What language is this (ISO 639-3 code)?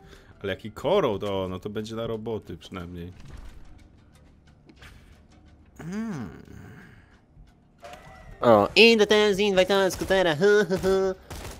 pol